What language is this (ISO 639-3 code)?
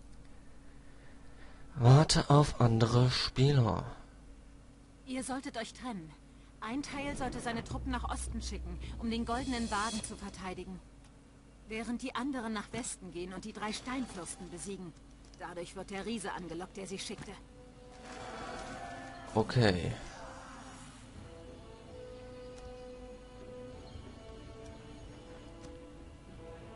deu